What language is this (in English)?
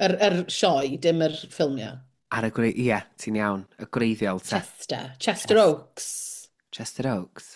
Welsh